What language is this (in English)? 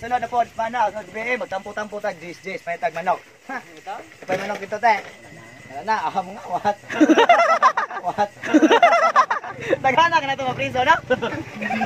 Cebuano